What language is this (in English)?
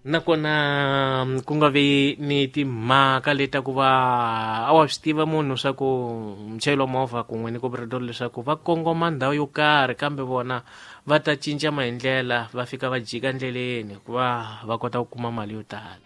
Tsonga